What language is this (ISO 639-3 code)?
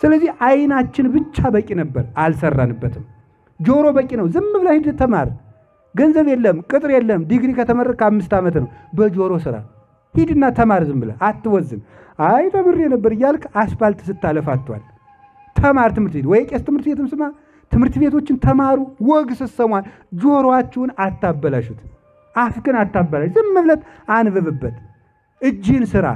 amh